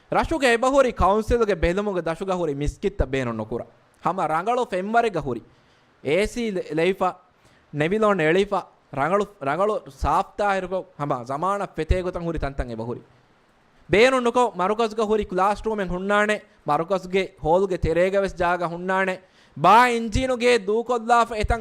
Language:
Divehi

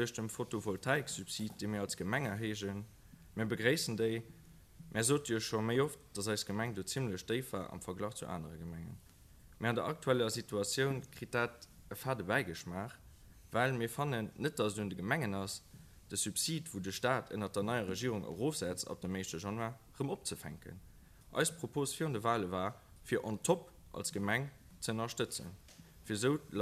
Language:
Luxembourgish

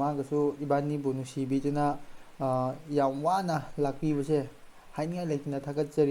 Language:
Manipuri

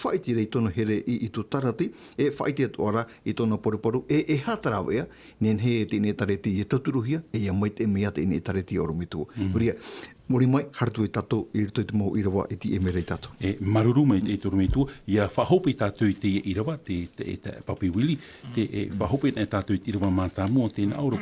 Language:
Tahitian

